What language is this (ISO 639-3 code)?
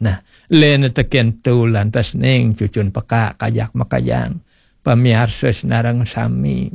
ban